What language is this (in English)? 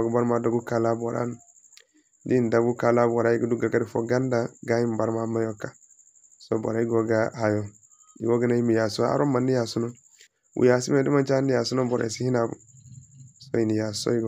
Zarma